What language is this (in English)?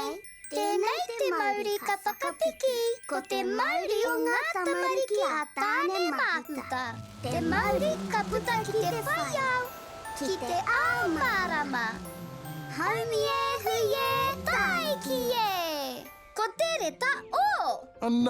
Māori